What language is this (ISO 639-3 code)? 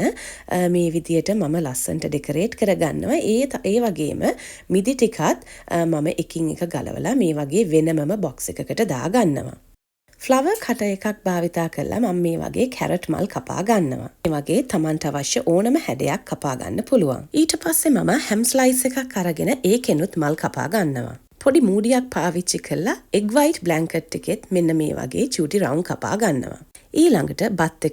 sin